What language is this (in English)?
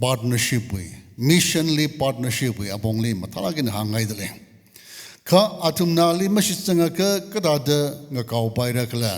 Tangkhul Naga (India)